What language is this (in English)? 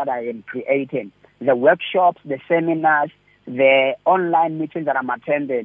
English